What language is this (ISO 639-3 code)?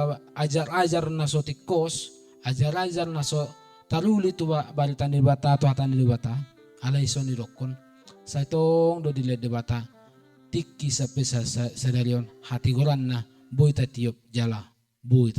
bbc